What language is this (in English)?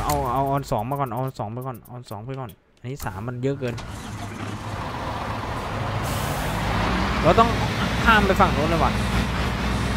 Thai